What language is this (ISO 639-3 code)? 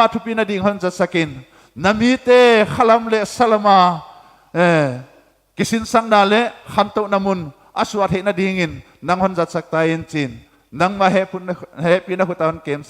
pck